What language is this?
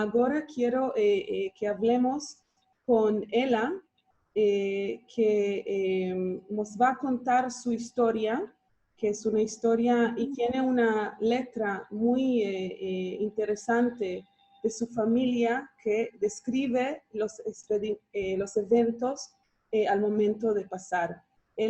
Ladino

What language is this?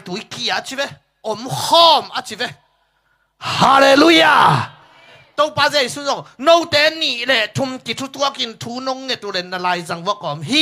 Tedim Chin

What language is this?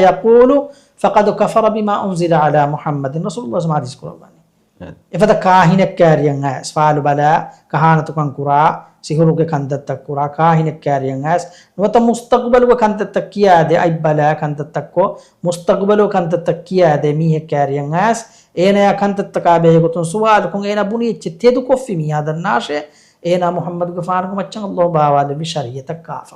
Divehi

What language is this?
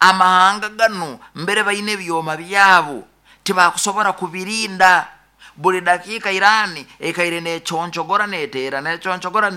Nyankole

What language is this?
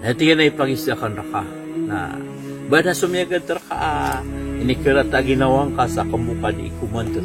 Maranao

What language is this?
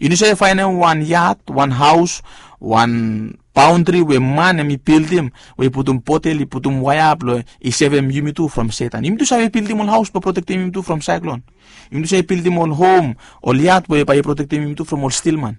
Bislama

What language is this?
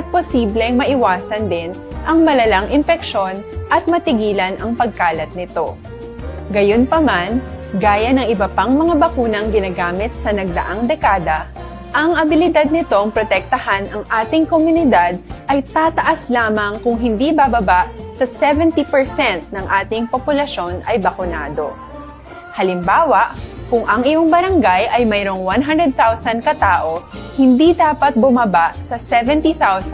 Hiligaynon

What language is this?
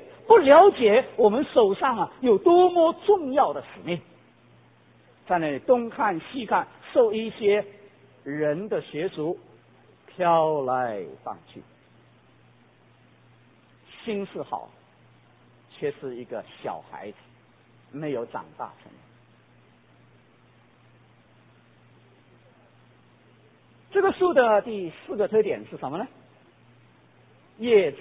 Chinese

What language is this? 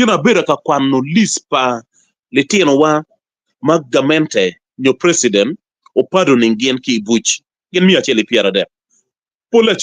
Acoli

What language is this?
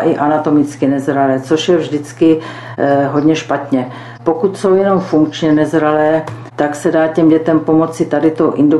Czech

